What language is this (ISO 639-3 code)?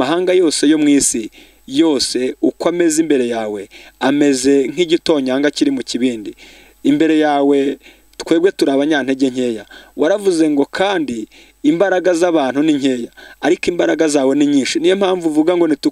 kin